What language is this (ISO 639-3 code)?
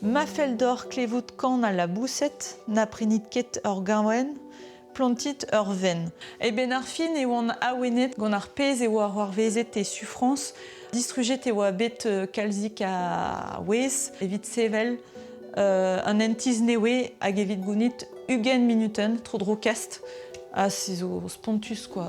bre